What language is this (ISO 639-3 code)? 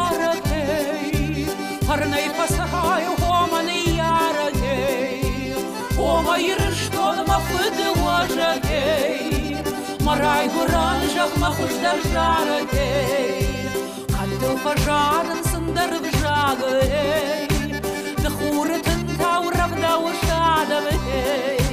oss